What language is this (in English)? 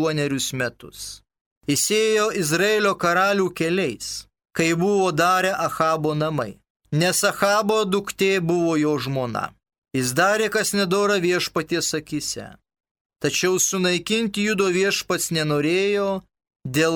Lithuanian